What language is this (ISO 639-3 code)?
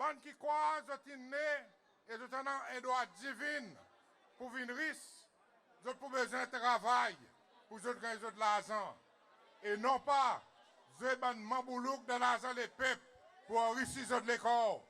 crs